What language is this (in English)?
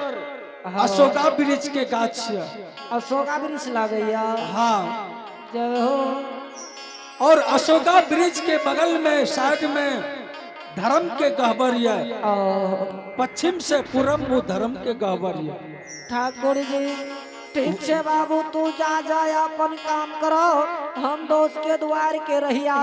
Angika